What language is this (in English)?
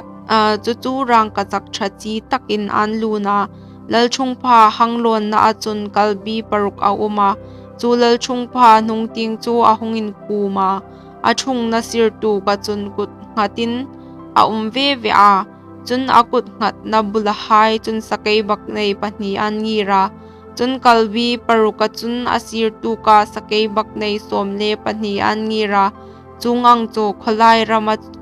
Hmar